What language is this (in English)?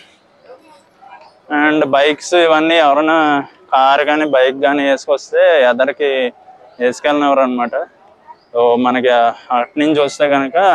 Telugu